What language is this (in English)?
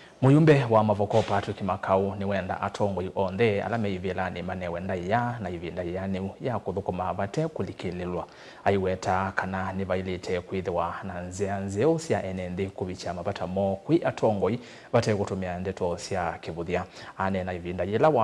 Kamba